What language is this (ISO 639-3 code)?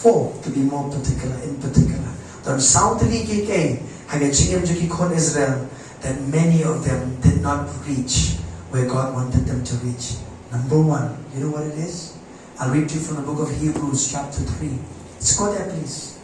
kha